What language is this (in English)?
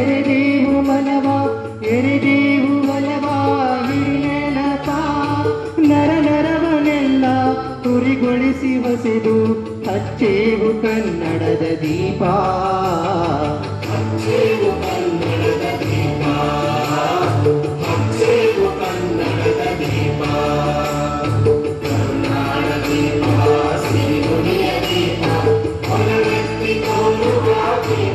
Kannada